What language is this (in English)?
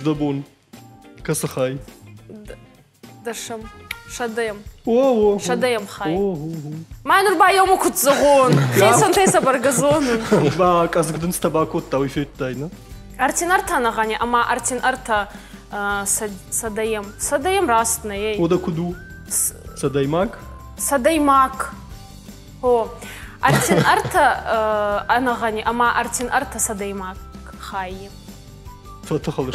Ossetic